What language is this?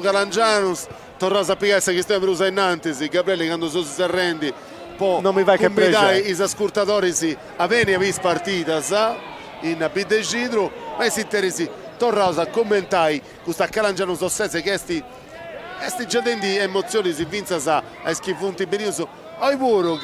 Sardinian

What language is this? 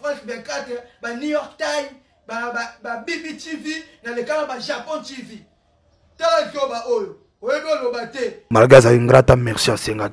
Lingala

